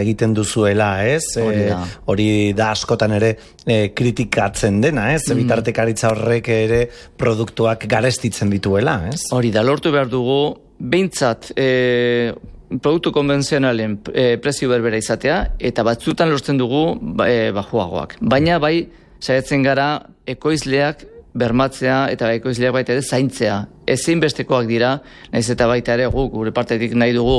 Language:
Basque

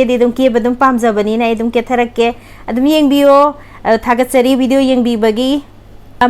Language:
Manipuri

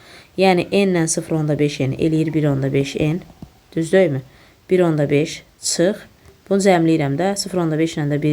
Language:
Azerbaijani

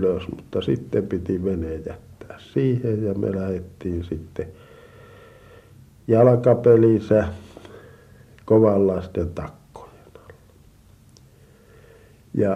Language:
Finnish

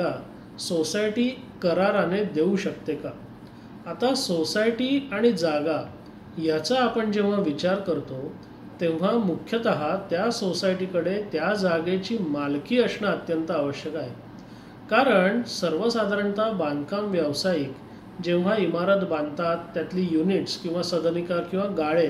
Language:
Marathi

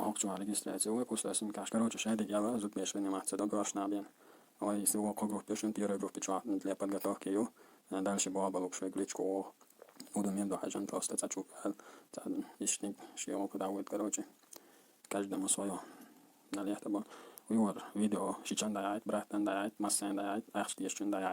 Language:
Chechen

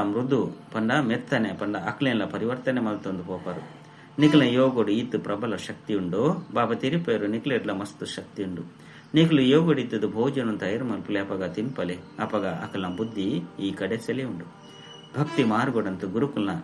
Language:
Tulu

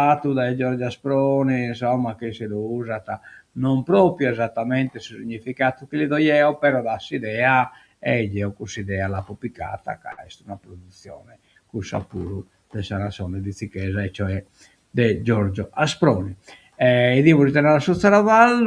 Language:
Sardinian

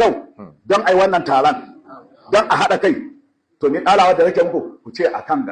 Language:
Hausa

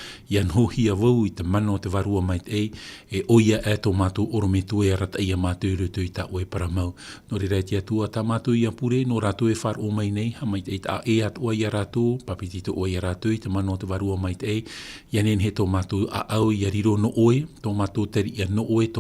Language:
Tahitian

